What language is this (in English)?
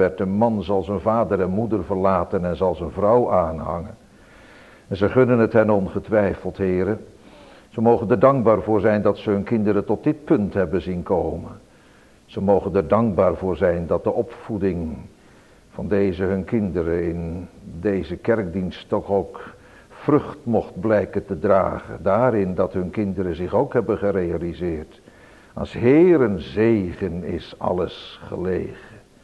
Dutch